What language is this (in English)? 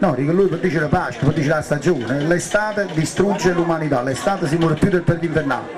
Neapolitan